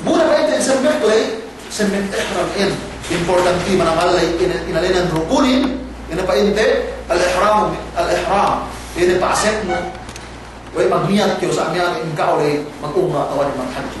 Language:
Yakan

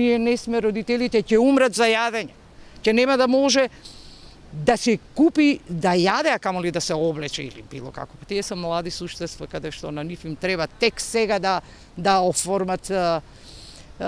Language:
Macedonian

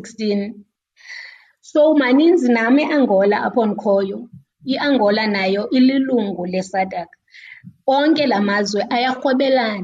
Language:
Xhosa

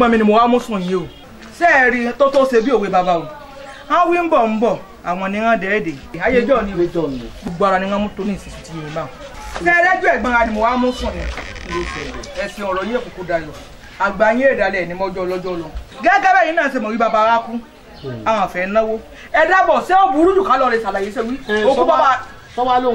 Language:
Yoruba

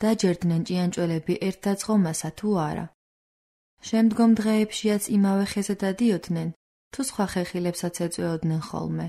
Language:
Georgian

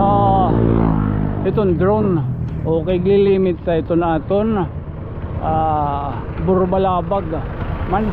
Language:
Waray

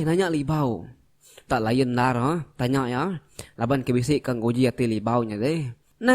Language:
Iban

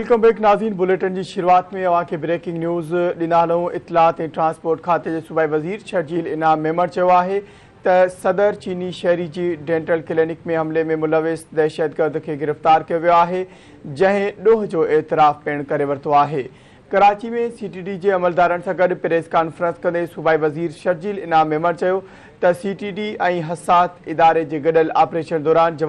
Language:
Sindhi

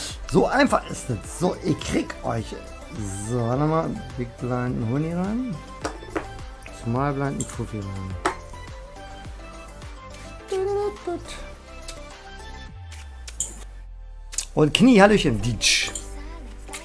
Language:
German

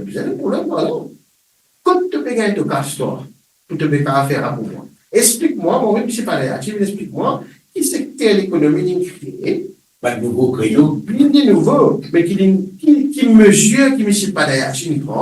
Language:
Morisyen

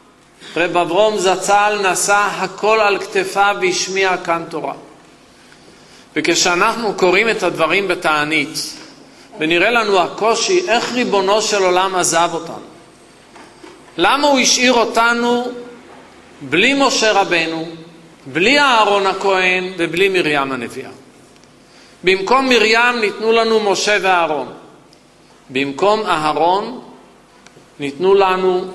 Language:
Hebrew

